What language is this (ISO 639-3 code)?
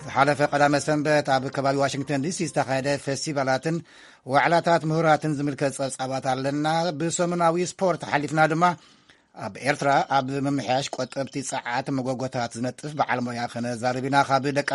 tir